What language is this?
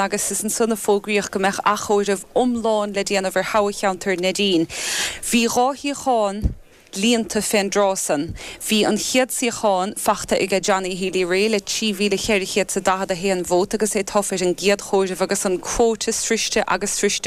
Irish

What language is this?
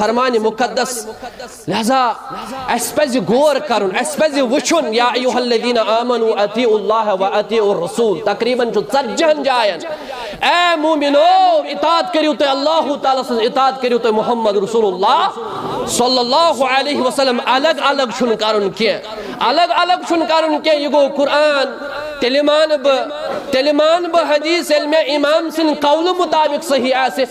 Kashmiri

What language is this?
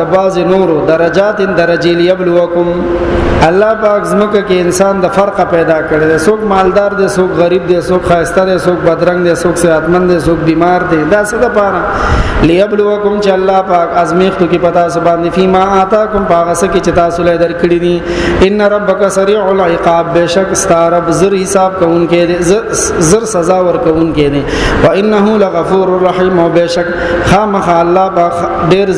Pashto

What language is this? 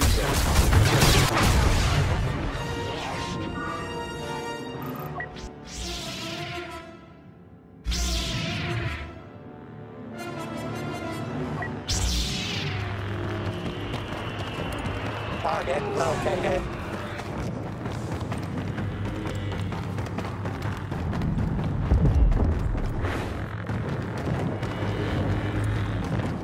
English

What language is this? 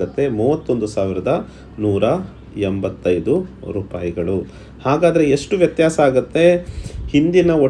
Kannada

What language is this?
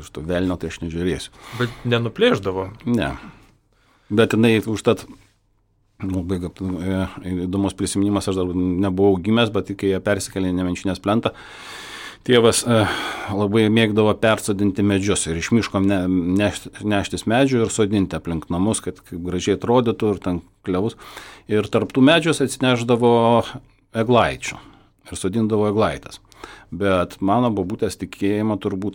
Lithuanian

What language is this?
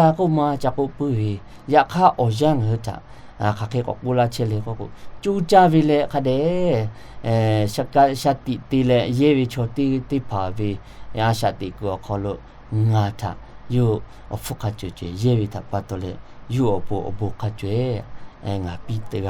Lahu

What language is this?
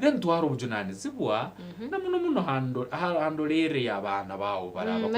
Nyankole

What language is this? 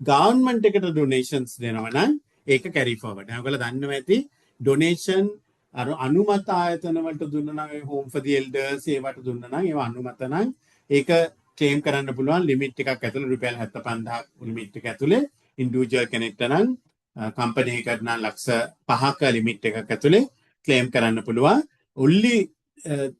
Sinhala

